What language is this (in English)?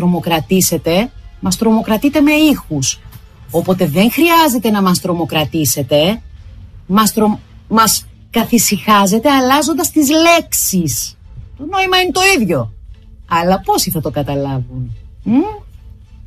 Greek